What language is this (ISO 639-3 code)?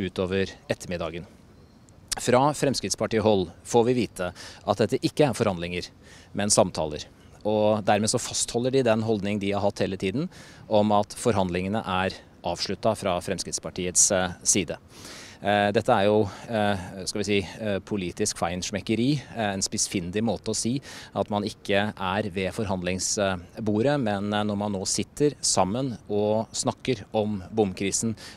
nor